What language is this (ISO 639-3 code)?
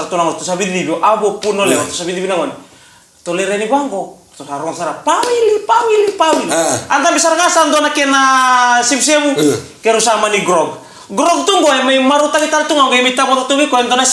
fij